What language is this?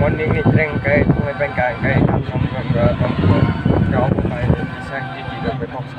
Kok Borok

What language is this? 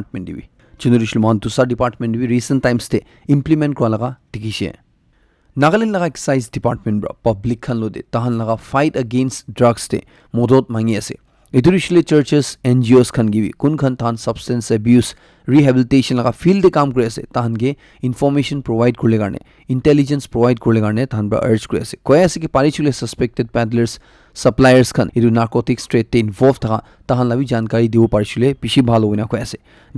Naga Pidgin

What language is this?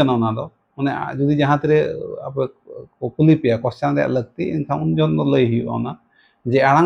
Santali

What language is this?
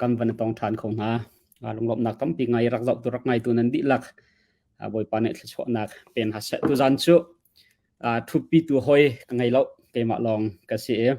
Hakha Chin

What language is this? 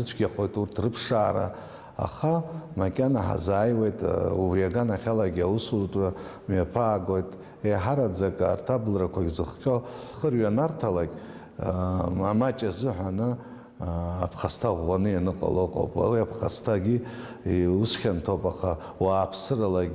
Abkhazian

